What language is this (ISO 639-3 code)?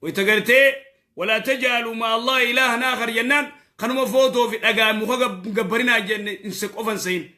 orm